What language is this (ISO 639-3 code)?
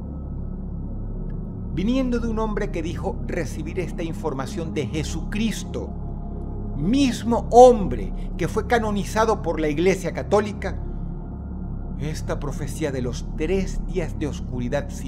spa